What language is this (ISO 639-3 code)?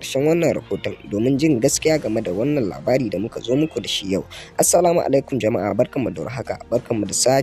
hau